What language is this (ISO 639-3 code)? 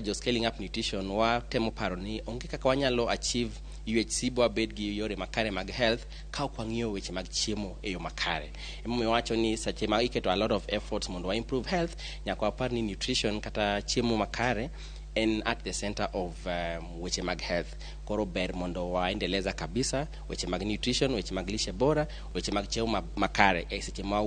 luo